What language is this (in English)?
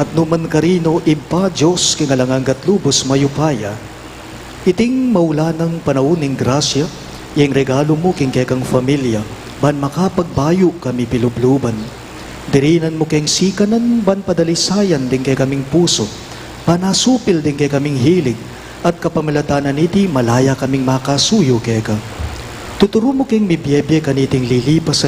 Pampanga